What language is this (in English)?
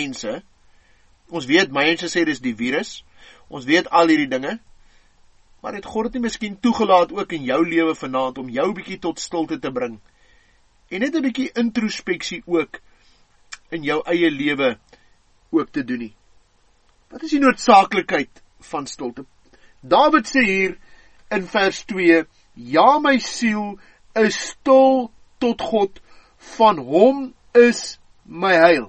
Afrikaans